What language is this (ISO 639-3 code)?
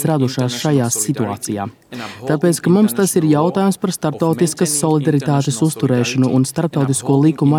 lav